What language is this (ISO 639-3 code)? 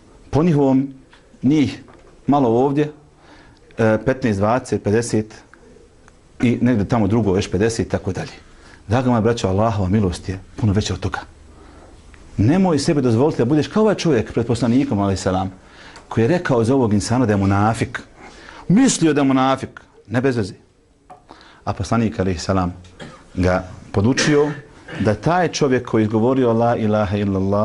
bos